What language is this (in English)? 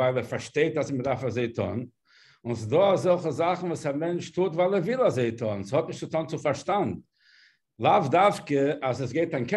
Yiddish